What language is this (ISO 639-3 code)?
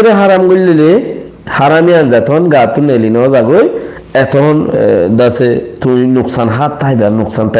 rhg